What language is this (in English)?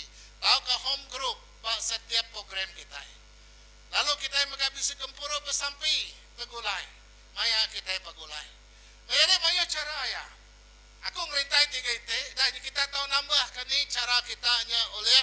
Iban